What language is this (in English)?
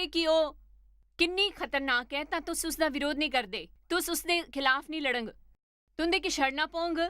Dogri